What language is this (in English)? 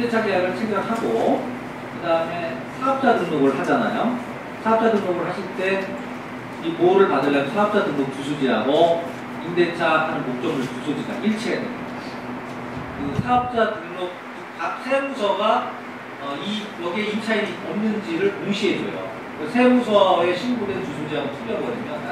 Korean